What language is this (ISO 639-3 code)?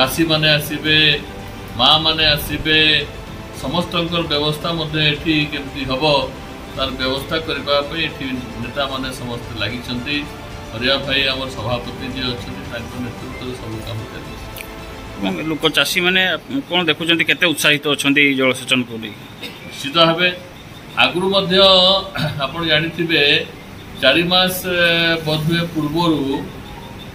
ori